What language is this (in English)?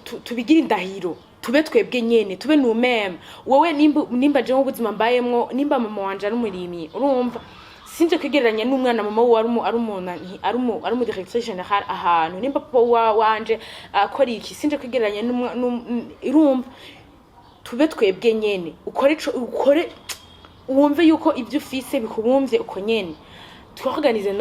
Rundi